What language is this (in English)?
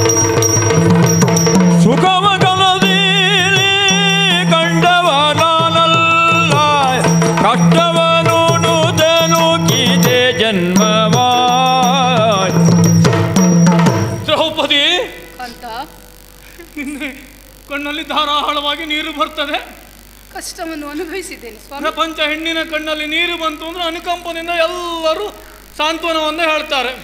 Kannada